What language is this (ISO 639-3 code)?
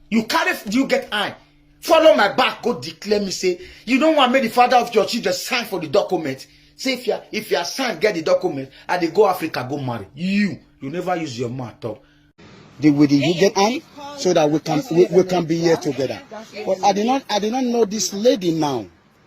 pcm